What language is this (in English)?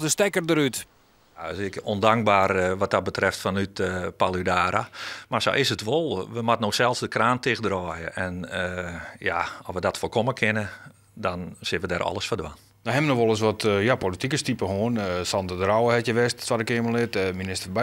Western Frisian